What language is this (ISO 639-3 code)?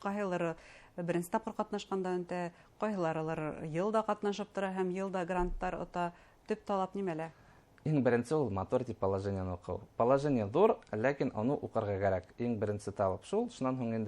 bak